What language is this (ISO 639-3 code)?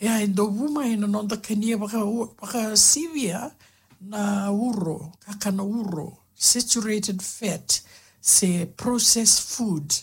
fij